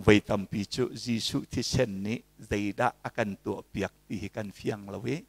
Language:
Hakha Chin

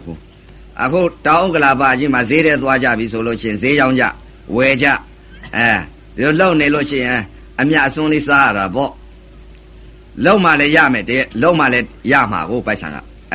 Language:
Burmese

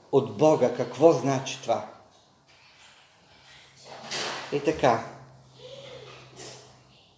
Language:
Bulgarian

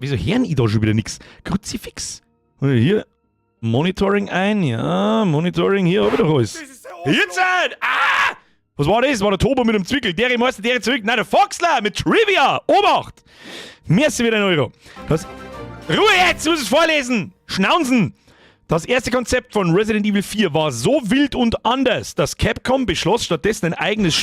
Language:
Bavarian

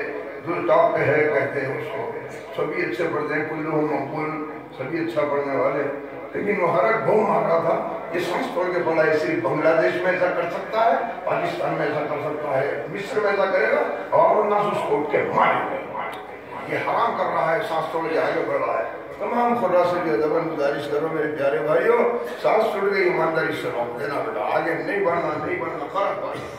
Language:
Urdu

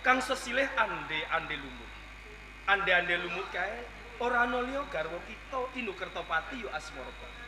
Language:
Javanese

